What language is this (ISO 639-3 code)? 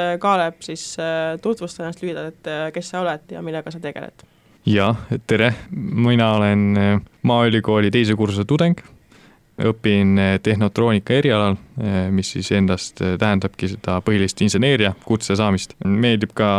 est